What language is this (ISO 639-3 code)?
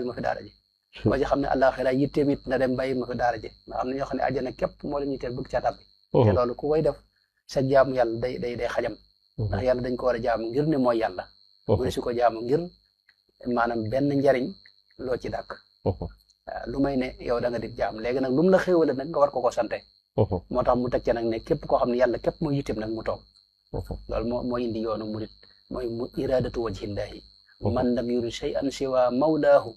wol